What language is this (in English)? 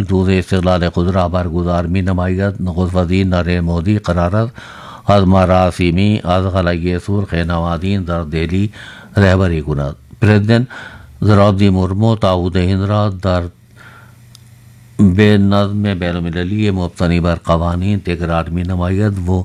Urdu